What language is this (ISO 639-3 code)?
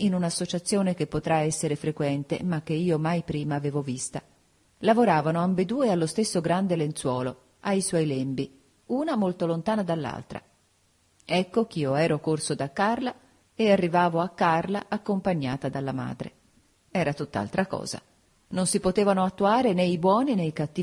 ita